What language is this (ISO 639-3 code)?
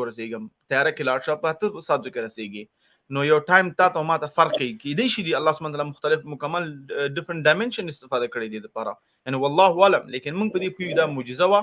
pus